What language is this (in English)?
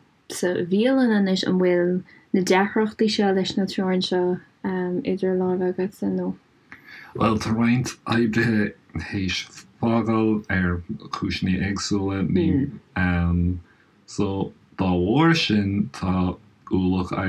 Irish